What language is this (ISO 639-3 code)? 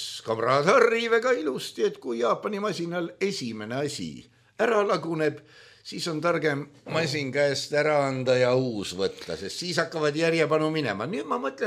est